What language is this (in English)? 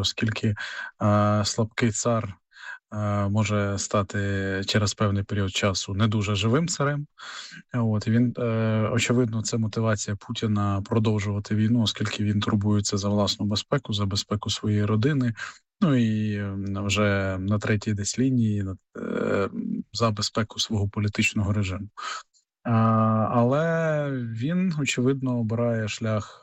Ukrainian